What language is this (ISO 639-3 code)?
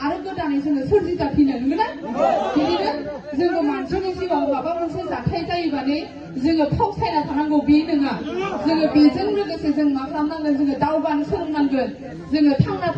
brx